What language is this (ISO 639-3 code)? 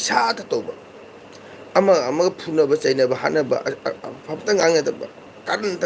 mni